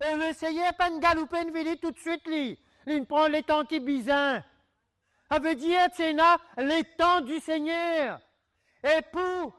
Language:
Morisyen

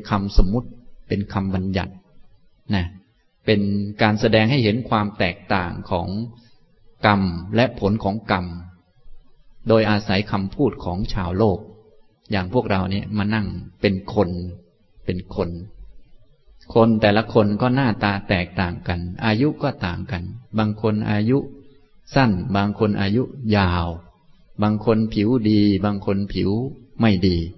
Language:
Thai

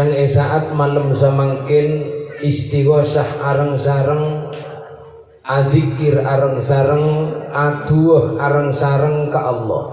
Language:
Madurese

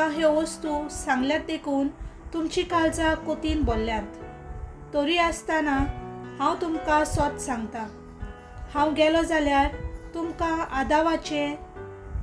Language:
Konkani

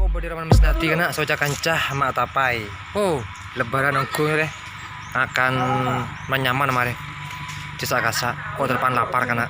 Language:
Madurese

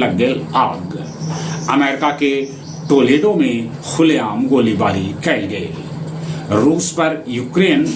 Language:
Magahi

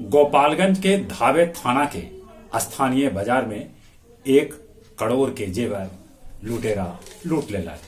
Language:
Magahi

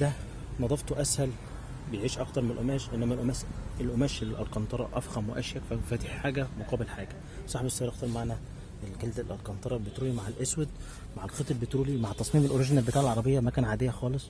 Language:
Egyptian Arabic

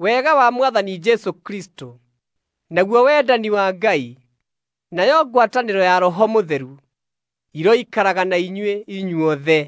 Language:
Kikuyu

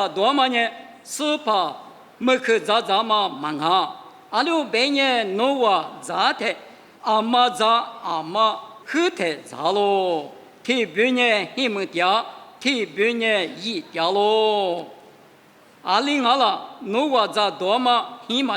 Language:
Lisu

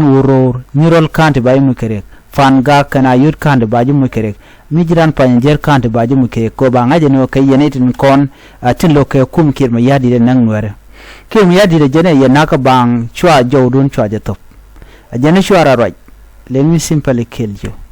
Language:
Nuer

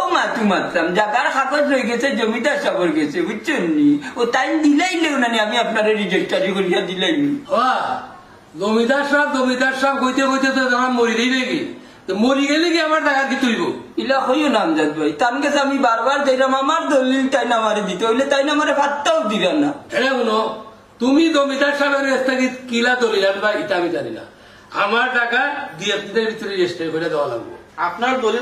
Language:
Sylheti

